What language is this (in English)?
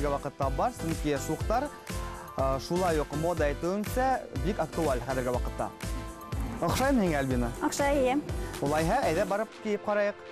Bashkir